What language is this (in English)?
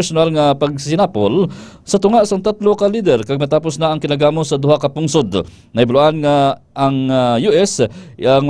Hiligaynon